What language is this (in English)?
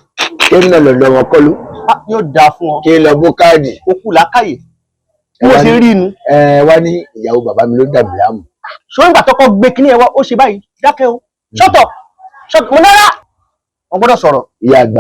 Yoruba